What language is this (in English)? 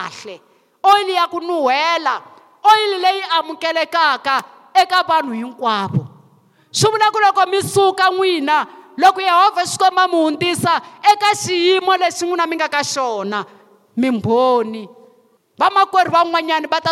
Tsonga